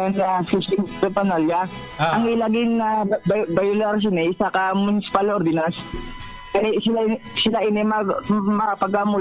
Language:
Hiligaynon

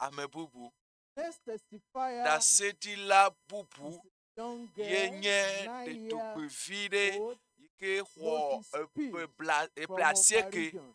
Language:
Ewe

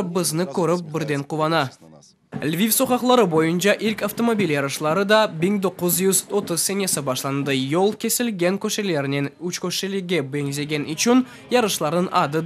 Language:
Crimean Tatar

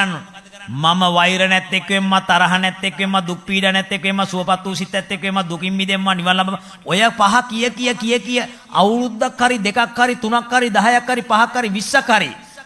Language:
Sinhala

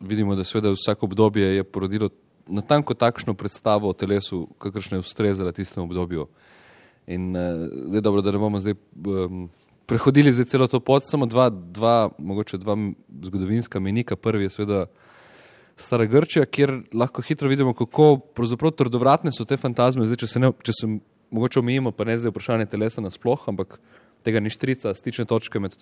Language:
Slovenian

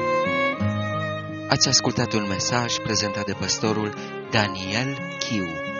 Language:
Romanian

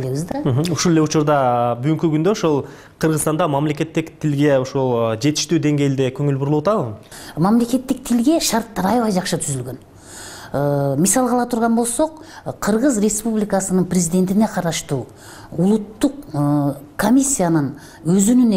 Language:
Kyrgyz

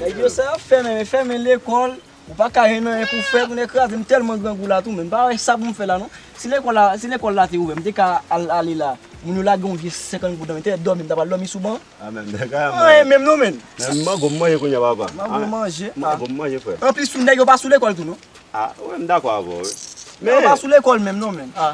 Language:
Haitian Creole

